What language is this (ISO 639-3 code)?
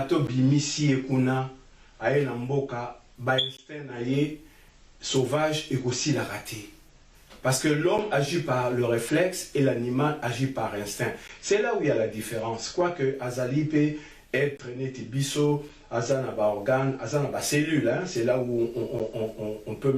lin